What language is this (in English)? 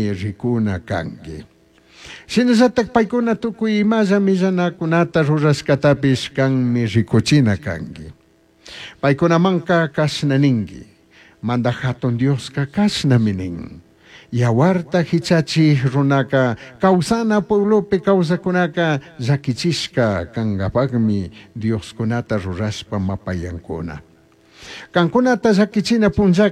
Chimborazo Highland Quichua